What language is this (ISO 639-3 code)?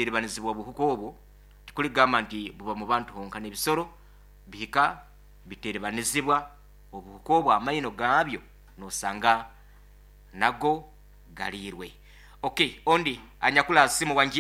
nyo